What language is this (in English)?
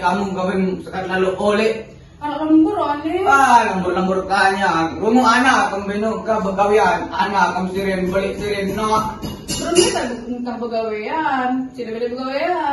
Sasak